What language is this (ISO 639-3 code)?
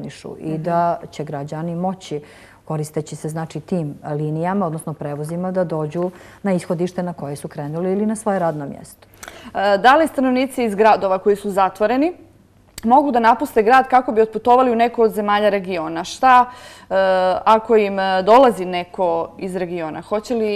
hrv